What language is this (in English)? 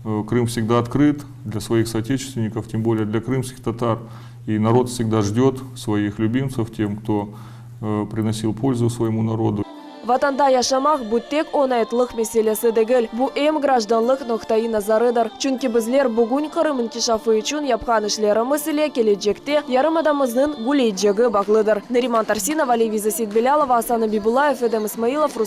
Crimean Tatar